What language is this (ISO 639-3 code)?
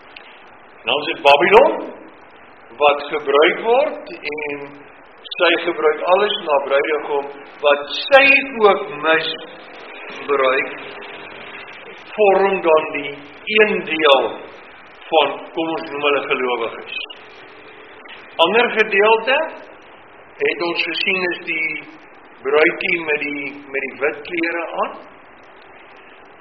afr